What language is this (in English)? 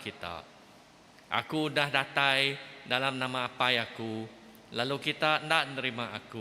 Iban